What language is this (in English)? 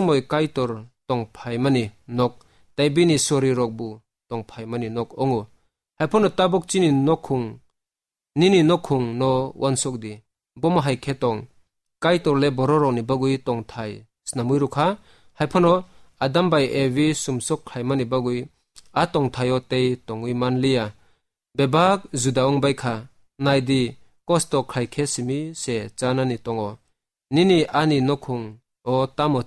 Kok Borok